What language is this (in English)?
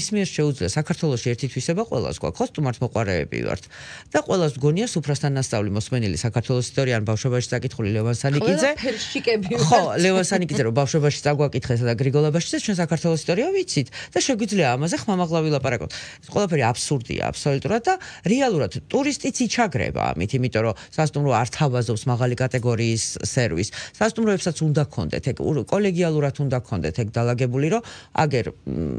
Georgian